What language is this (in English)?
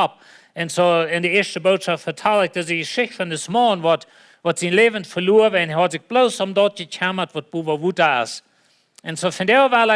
Plautdietsch